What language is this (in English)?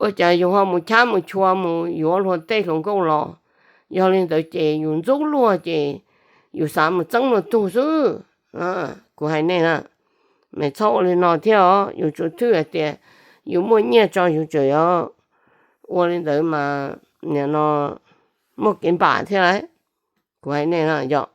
Hmong